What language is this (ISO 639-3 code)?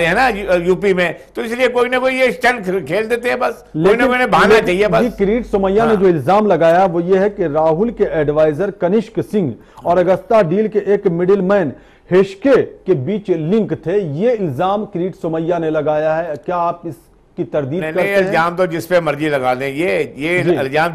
hin